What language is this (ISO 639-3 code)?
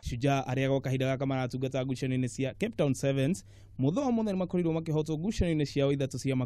kik